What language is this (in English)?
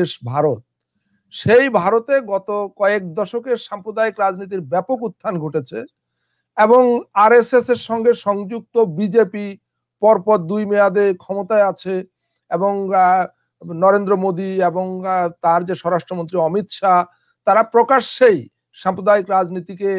Bangla